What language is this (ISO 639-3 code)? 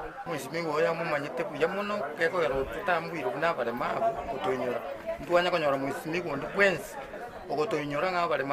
guz